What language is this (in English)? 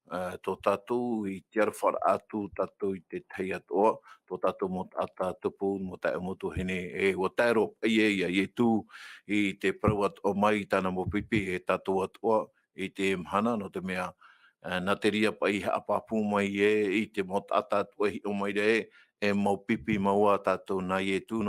Tahitian